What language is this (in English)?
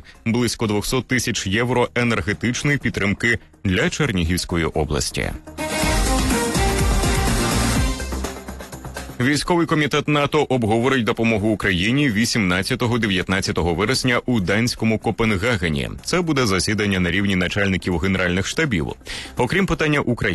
Ukrainian